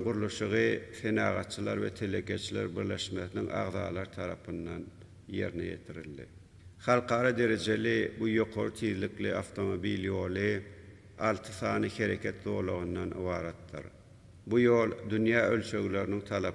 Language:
Turkmen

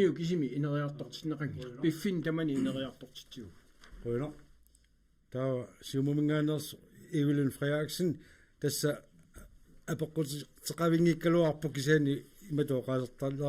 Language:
Kalaallisut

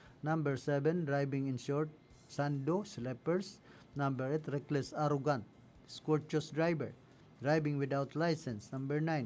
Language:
Bikol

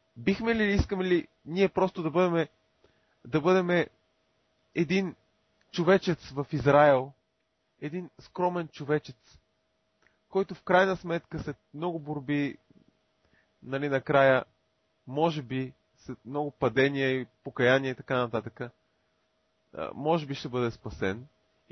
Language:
Bulgarian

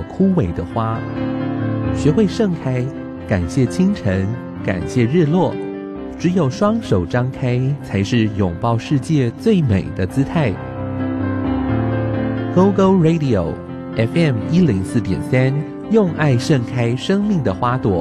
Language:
Chinese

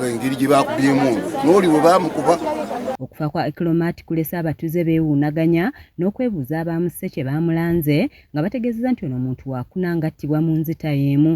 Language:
Ganda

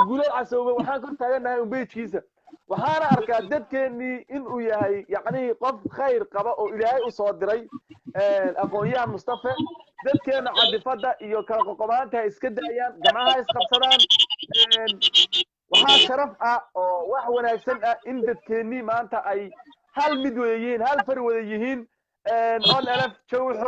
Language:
Somali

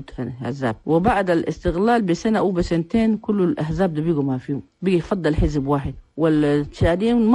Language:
Chadian Arabic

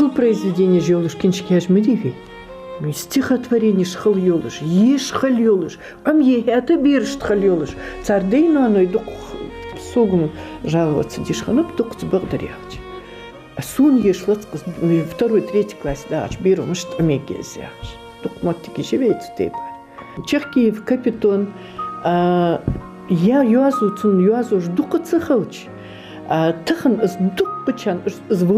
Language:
Ingush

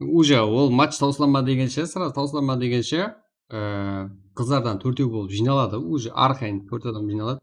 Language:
Kara-Kalpak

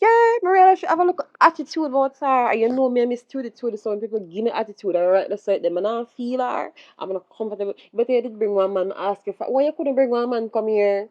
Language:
Jamaican Creole English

